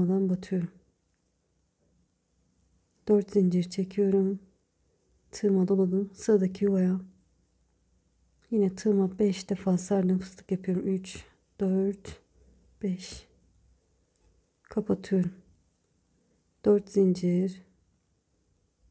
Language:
Turkish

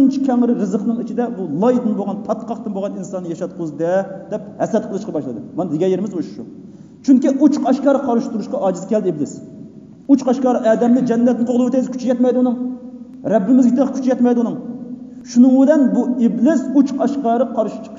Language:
Uyghur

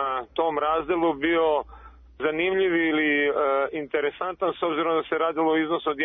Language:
Serbian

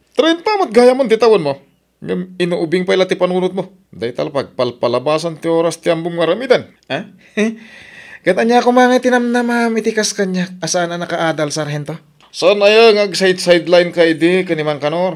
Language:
Iloko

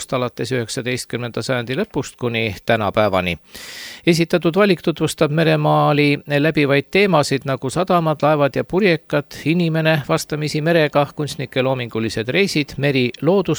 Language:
Estonian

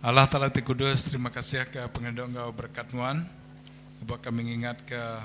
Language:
Iban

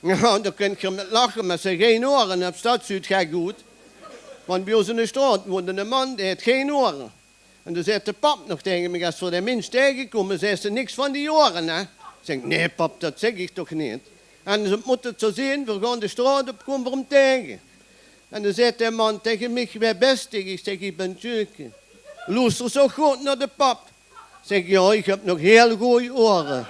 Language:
Limburgish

